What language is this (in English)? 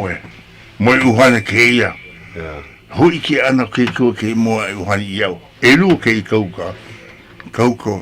Hawaiian